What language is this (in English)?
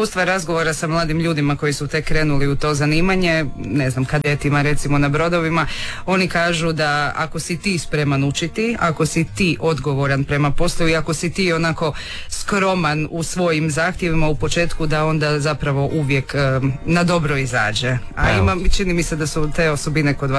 Croatian